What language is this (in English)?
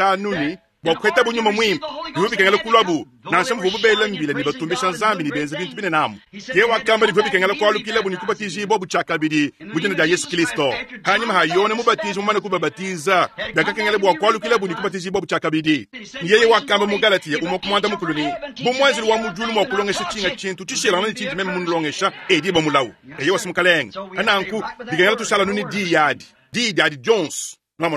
Luba-Lulua